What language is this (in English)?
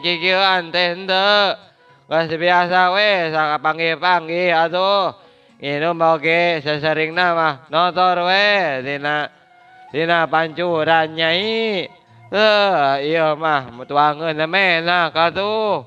Sundanese